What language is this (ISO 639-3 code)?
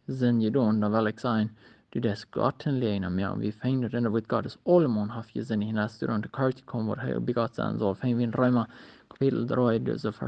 pdt